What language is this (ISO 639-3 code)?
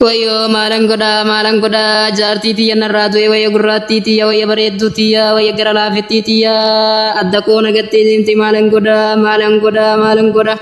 orm